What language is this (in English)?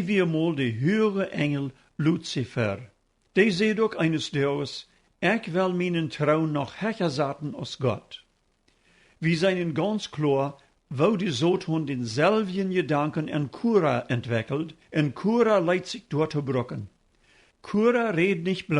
Plautdietsch